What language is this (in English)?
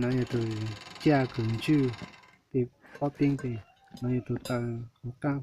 Hmong